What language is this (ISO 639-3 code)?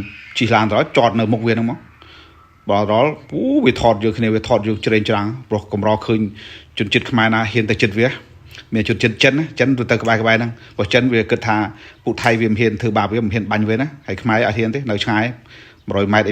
khm